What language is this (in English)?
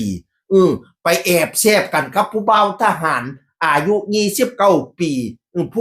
Northeastern Thai